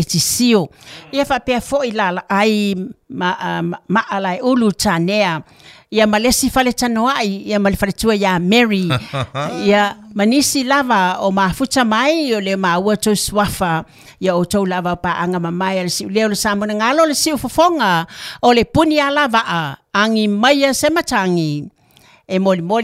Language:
Samoan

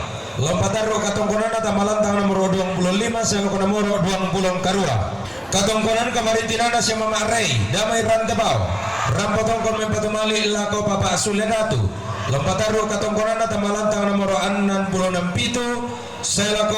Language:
Toraja-Sa'dan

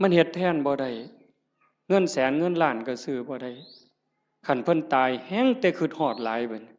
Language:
Northeastern Thai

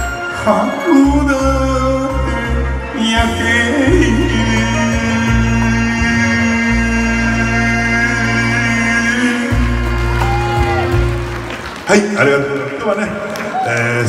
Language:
Japanese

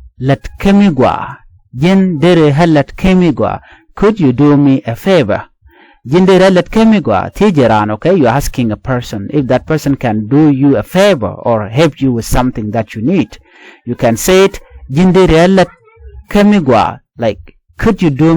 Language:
Nuer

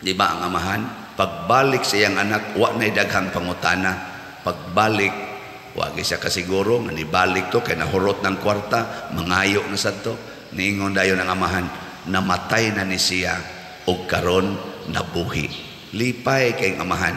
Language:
Cebuano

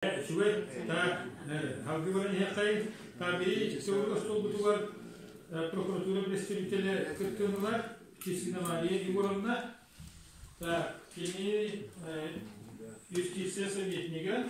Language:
Yakut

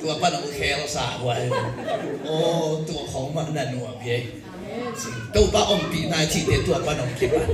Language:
Tedim Chin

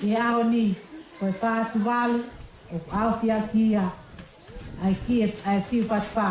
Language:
Tongan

